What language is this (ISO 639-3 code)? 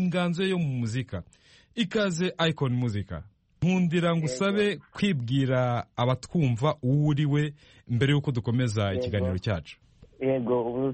kin